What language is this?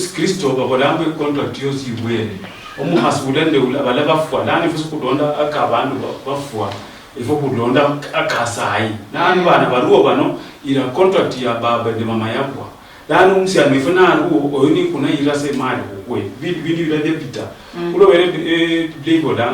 Luyia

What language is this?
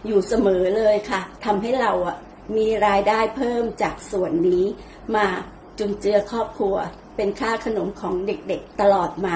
Thai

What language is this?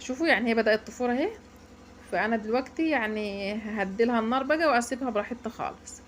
Egyptian Arabic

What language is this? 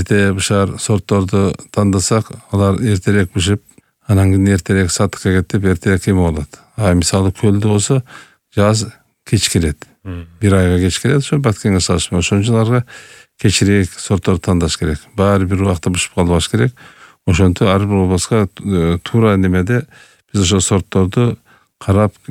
Kyrgyz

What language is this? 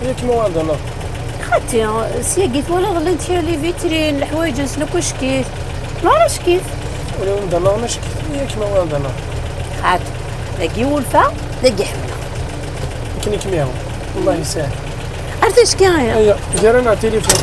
Kabyle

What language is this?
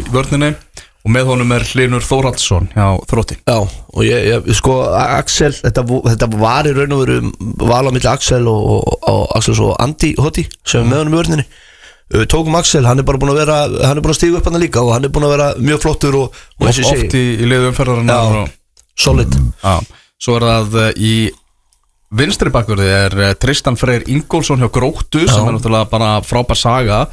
Icelandic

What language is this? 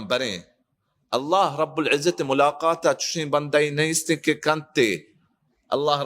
Baluchi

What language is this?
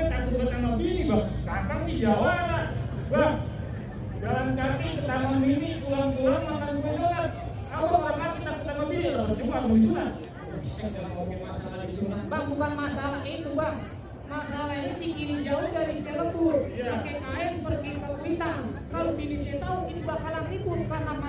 Betawi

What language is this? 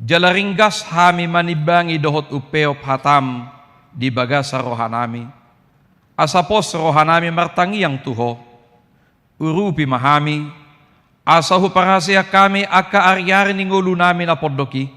Batak Toba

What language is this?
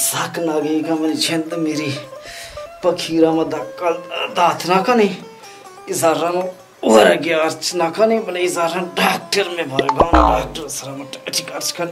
Baluchi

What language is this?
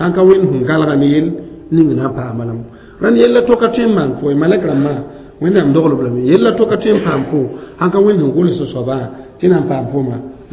Mossi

